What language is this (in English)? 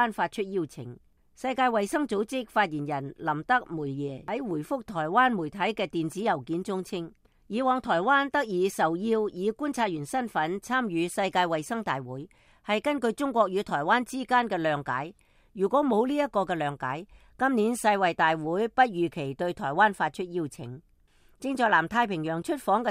Cantonese